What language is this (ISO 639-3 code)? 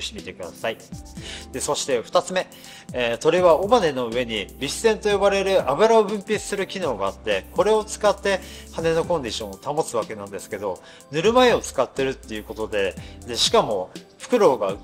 jpn